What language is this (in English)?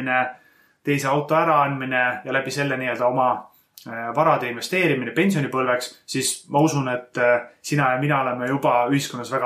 Estonian